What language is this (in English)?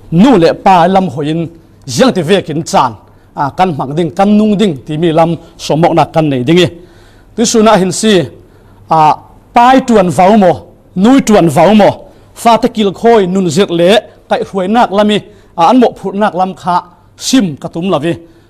Falam Chin